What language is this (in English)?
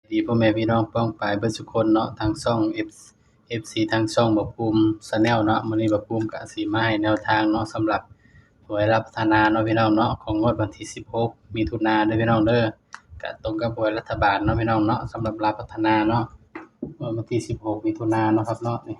Northeastern Thai